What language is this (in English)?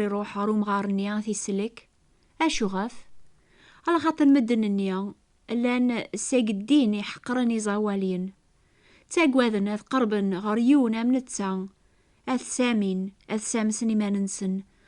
Kabyle